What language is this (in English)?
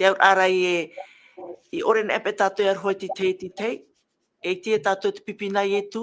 Tahitian